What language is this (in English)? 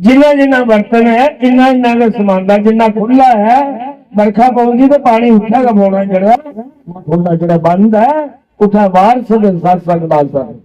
Dogri